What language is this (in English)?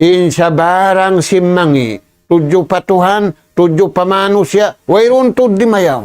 Tausug